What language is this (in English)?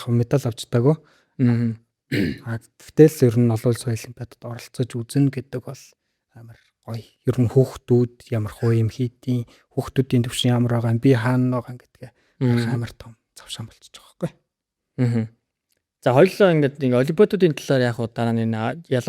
Mongolian